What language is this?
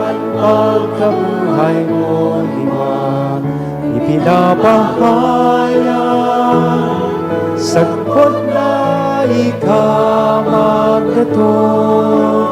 Bikol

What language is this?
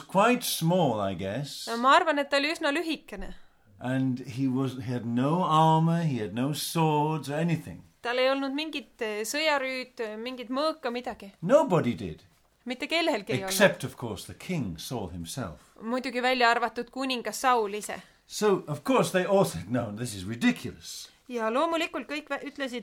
Estonian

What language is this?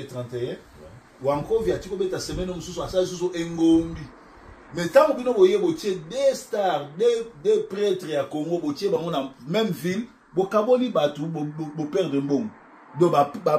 Lingala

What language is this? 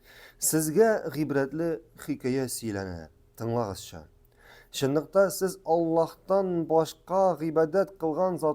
Tatar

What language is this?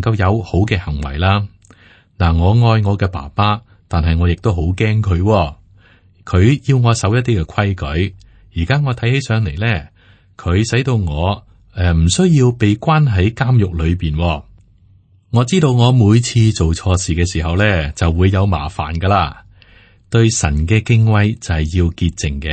Cantonese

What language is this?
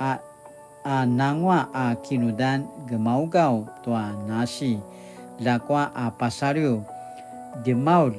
Paiwan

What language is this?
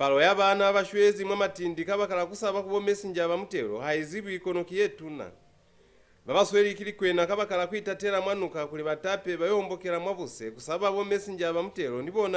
Lozi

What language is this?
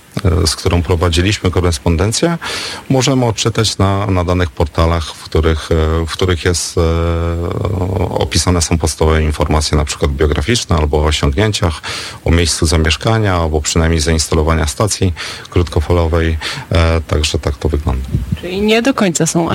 Polish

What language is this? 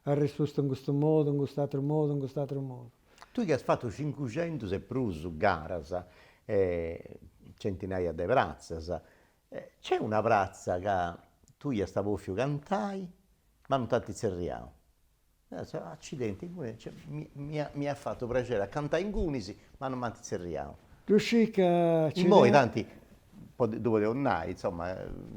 Sardinian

